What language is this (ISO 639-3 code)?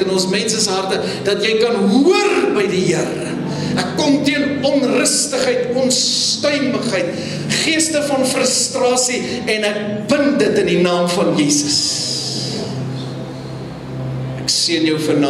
afr